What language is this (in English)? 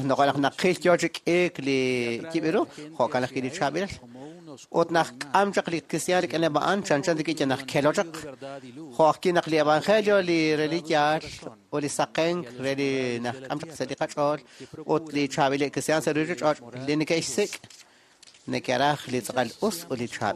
Kekchí